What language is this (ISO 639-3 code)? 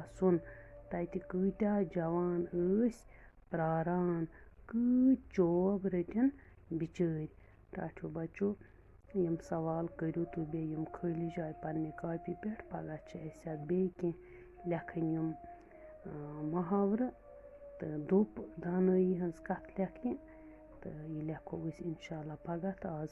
kas